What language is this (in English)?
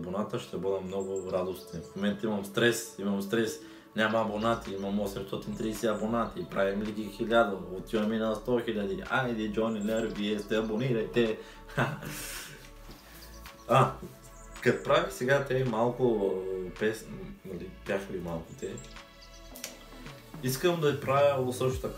Bulgarian